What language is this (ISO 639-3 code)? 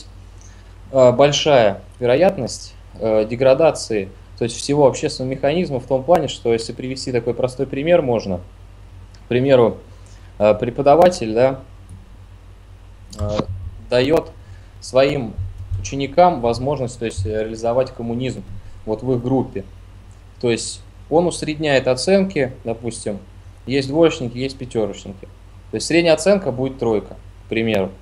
rus